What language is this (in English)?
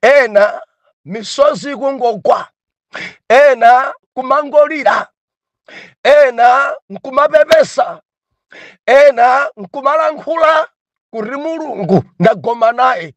Nyanja